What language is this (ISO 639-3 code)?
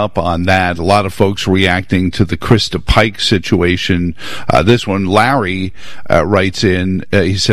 eng